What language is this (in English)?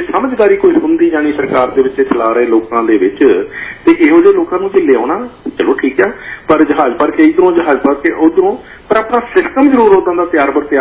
Punjabi